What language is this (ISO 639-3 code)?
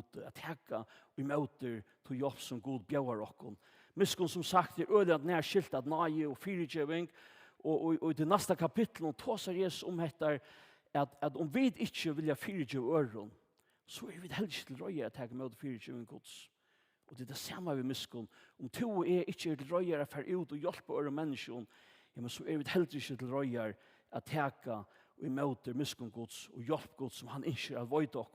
fao